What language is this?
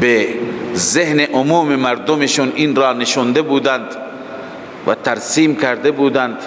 Persian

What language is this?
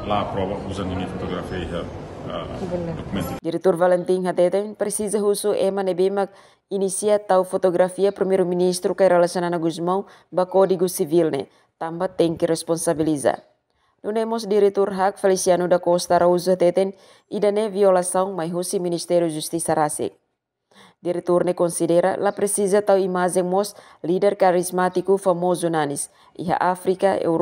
Tetum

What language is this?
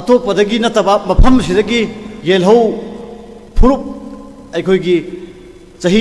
Manipuri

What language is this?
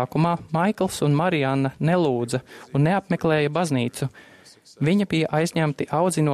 Latvian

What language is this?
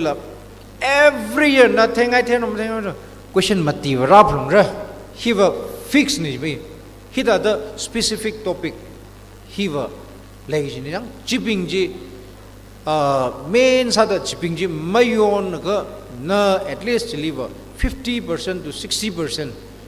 Tangkhul Naga (India)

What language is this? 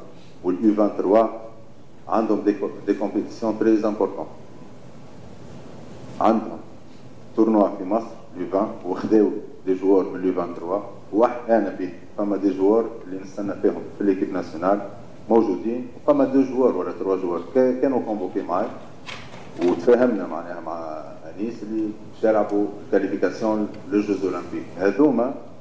Tunisian Arabic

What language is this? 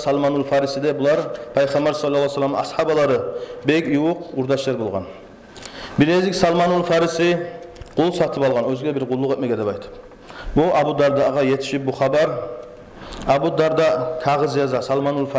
Kumyk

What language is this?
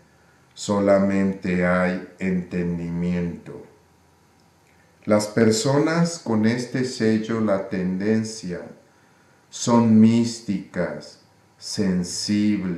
Spanish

